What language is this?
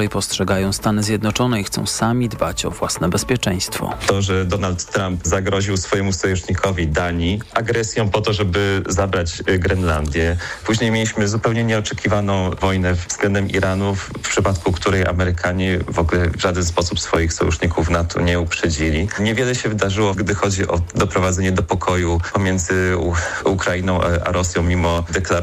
Polish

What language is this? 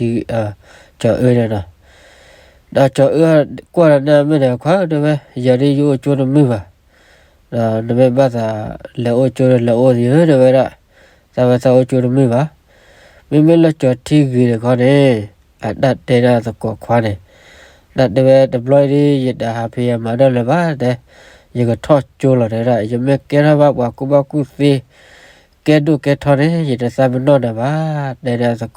S'gaw Karen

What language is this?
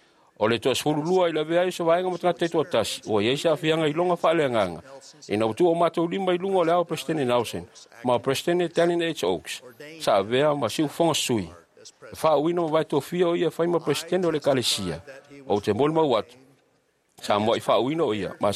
Samoan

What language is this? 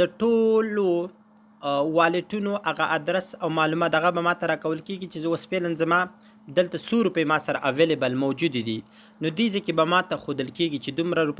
Pashto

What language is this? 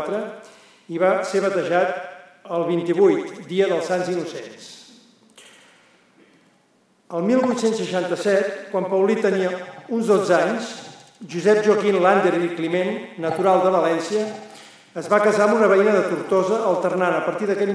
Catalan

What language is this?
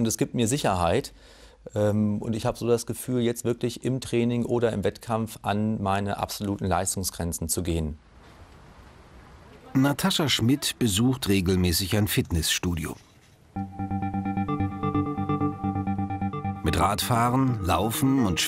German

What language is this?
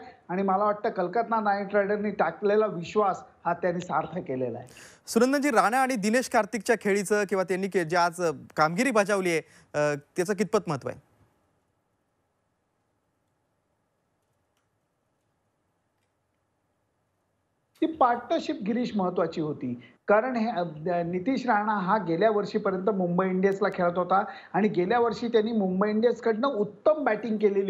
Marathi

